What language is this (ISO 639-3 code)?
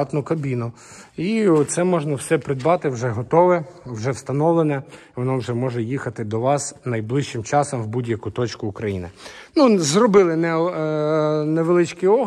ukr